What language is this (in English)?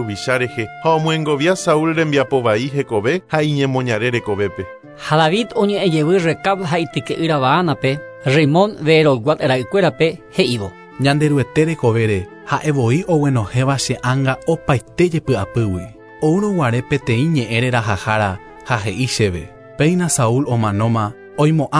Guarani